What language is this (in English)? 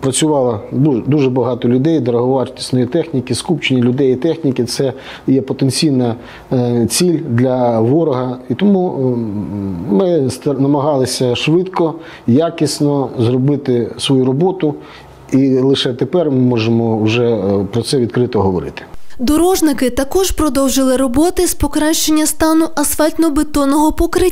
Ukrainian